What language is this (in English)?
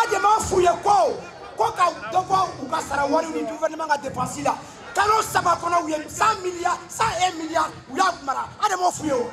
Bambara